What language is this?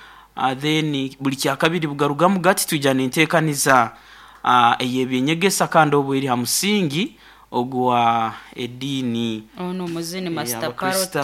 Nyoro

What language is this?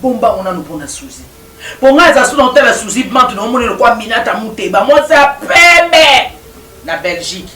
Lingala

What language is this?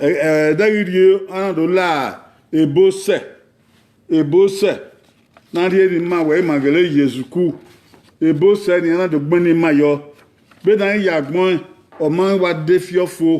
Bini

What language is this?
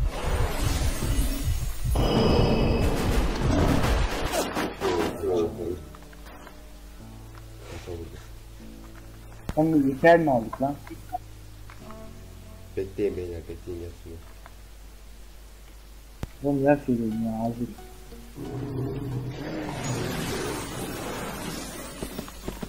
Turkish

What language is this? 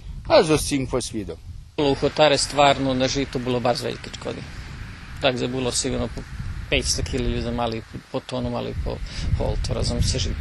Rusyn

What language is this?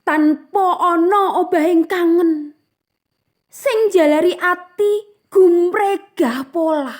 Javanese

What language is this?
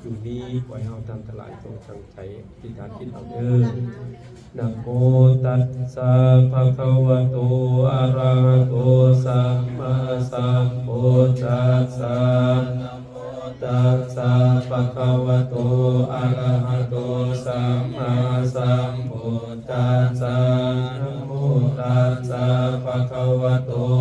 Pali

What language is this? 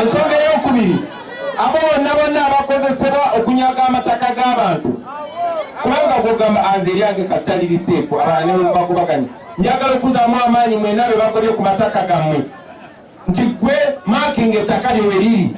Ganda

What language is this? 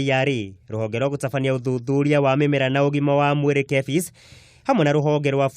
Kikuyu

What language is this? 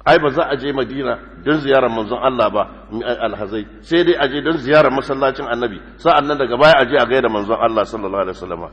Hausa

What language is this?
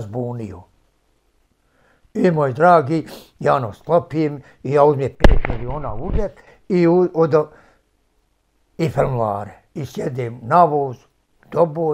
Bosnian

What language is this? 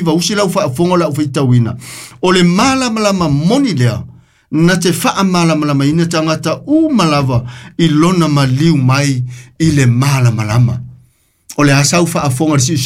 Samoan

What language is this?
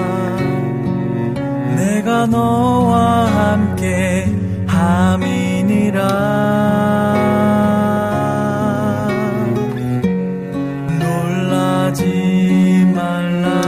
Korean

